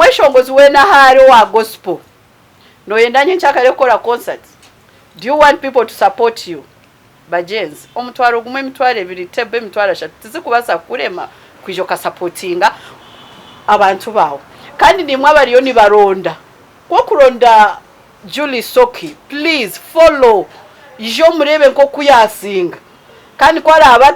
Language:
Nyankole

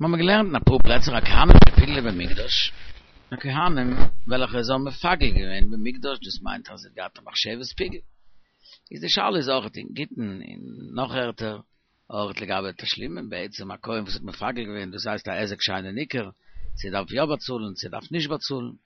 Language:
Yiddish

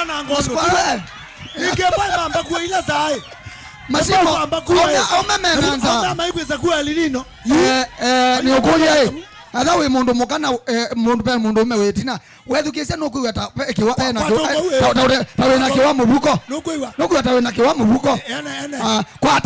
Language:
Kamba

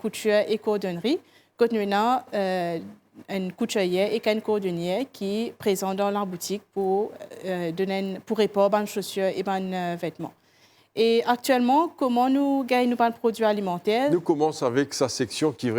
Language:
Morisyen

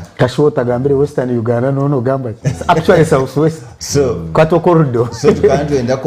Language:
Nyankole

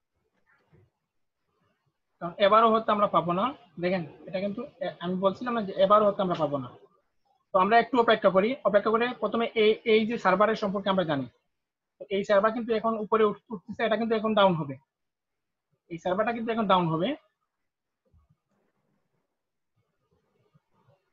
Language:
Bangla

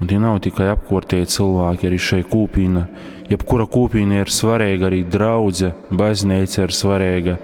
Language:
Latgalian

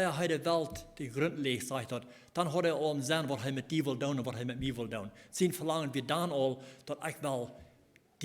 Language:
Plautdietsch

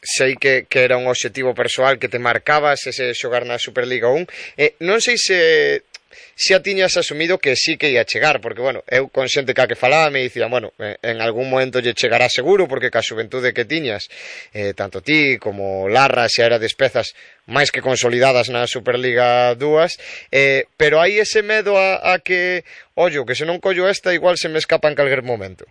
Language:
Galician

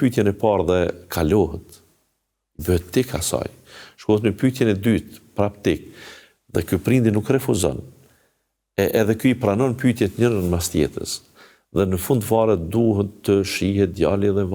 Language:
Albanian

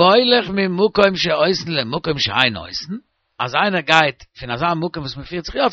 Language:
Yiddish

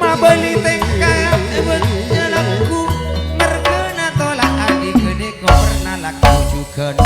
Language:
Madurese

